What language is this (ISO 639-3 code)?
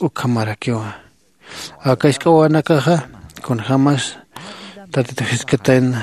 aym